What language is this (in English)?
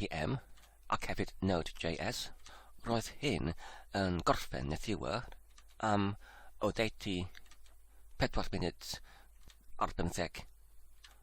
Welsh